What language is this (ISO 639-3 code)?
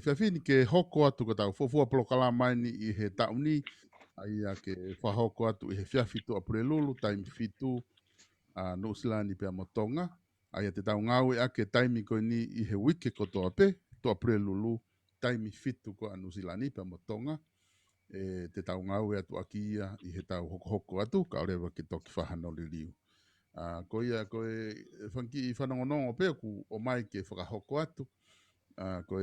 ton